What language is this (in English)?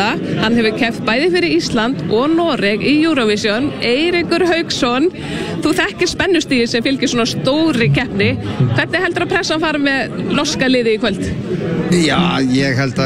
Icelandic